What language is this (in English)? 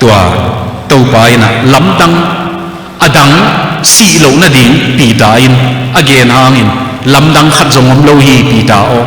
Tedim Chin